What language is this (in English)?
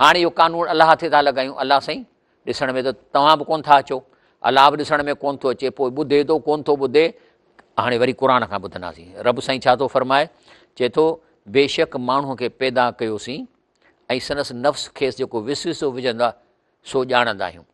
Sindhi